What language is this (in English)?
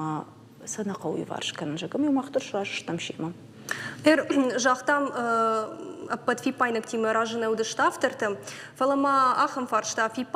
Ossetic